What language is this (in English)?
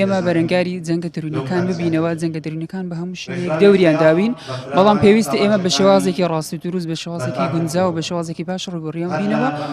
Central Kurdish